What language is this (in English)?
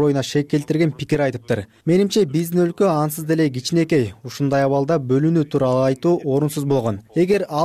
Kyrgyz